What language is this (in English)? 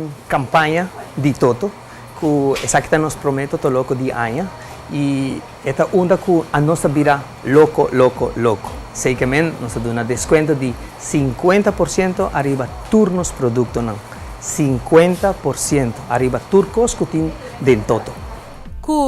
Papiamento